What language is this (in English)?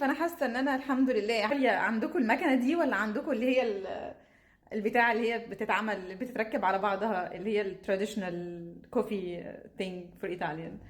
Egyptian Arabic